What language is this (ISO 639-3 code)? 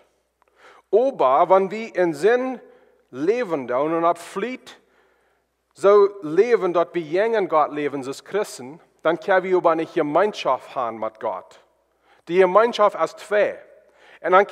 pdt